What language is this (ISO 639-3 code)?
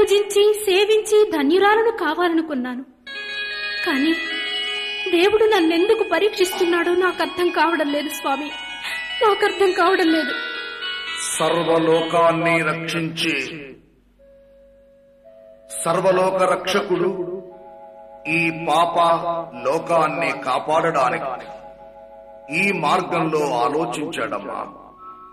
tel